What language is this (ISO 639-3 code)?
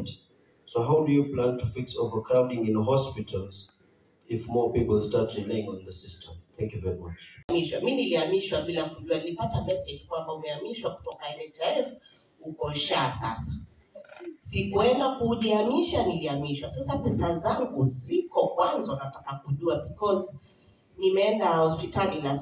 swa